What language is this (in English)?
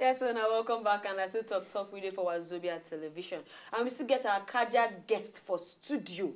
Nigerian Pidgin